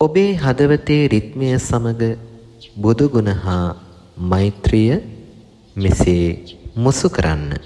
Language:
Sinhala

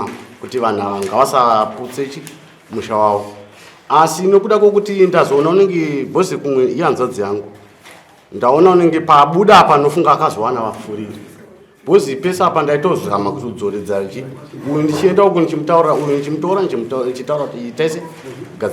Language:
Shona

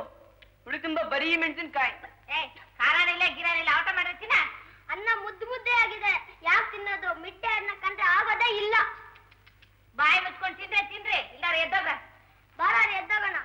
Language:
Kannada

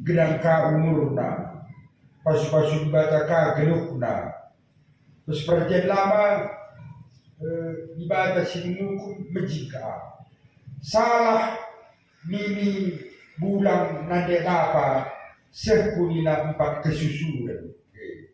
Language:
Batak Karo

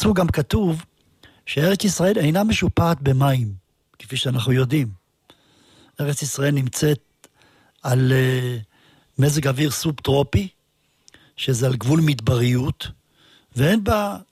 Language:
Hebrew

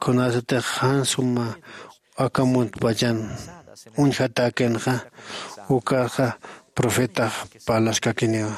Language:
Aymara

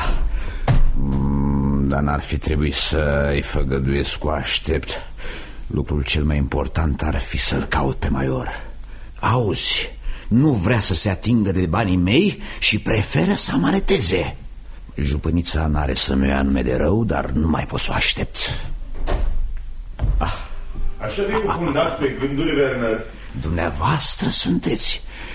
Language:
Romanian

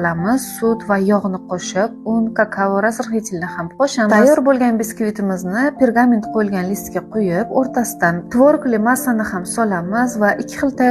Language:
Uzbek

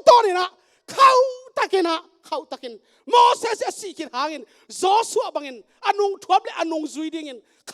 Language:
Tedim Chin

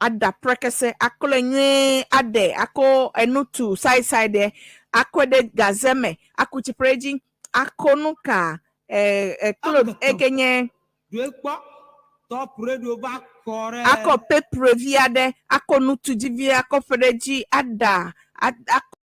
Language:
Ewe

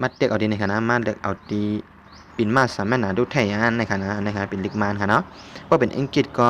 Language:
Shan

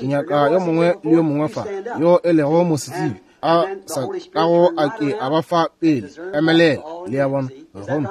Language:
Northern Sotho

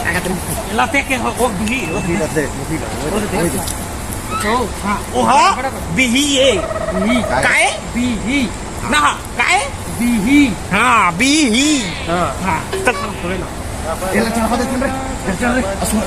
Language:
Chhattisgarhi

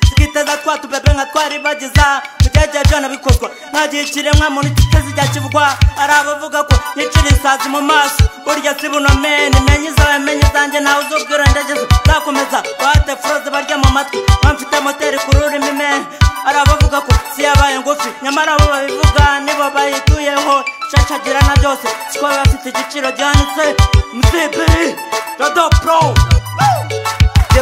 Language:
Kinyarwanda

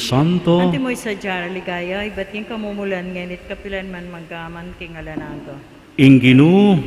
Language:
Pampanga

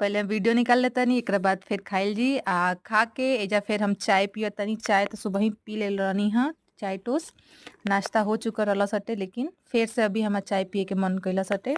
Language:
Bhojpuri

